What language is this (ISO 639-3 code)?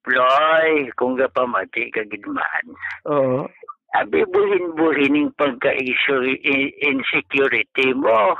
hil